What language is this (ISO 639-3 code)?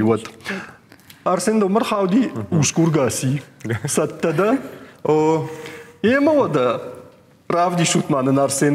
oss